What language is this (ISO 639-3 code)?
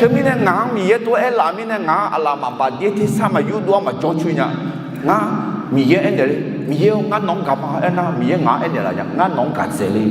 ahk